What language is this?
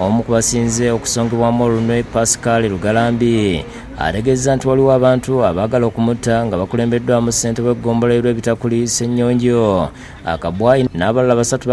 Ganda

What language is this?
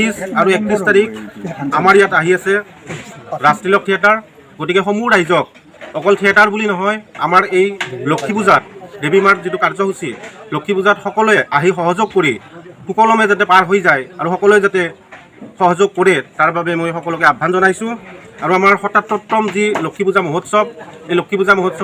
Assamese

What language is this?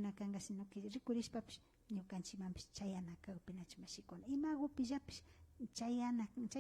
Imbabura Highland Quichua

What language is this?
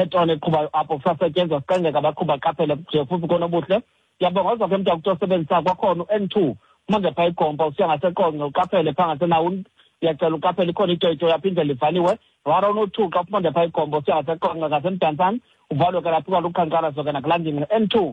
Xhosa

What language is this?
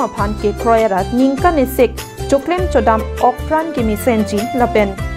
Karbi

